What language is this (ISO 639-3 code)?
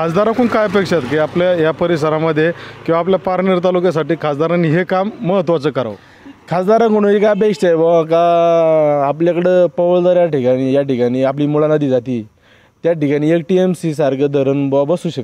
mar